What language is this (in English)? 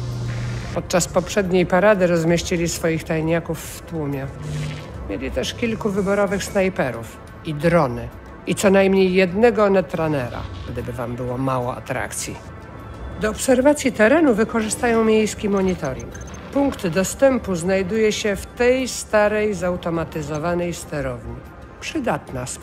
Polish